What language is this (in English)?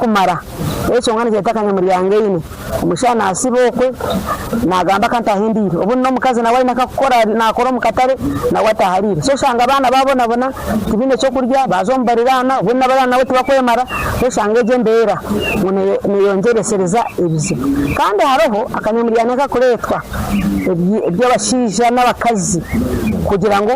Nyankole